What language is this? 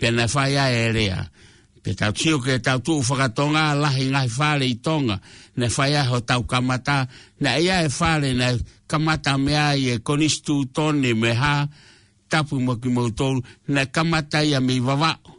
Tongan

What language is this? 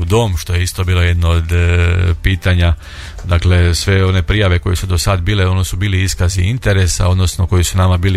Croatian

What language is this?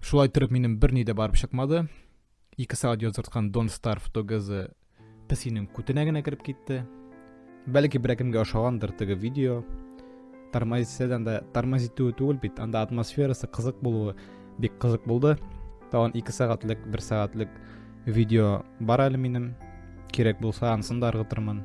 Tatar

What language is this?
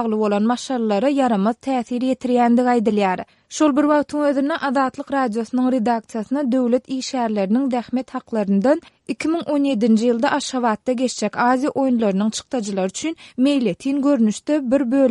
Turkmen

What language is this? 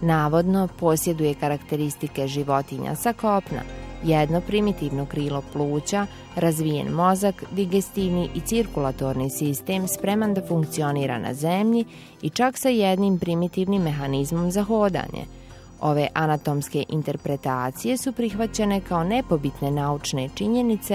Bosnian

